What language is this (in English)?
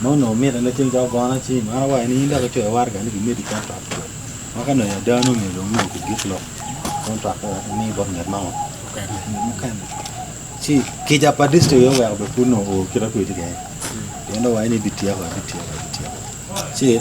Acoli